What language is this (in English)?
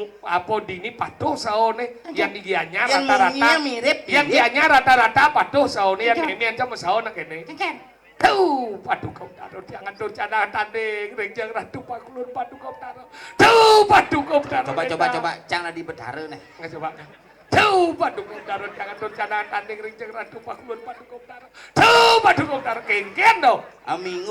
Balinese